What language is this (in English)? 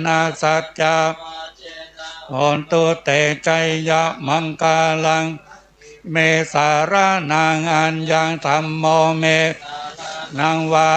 Pali